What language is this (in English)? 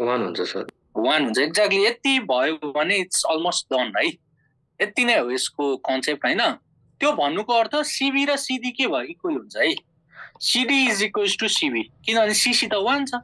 Nepali